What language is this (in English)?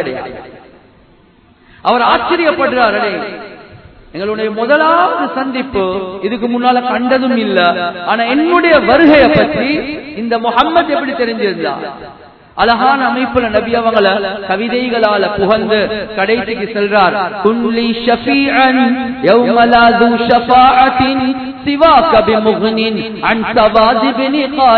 Tamil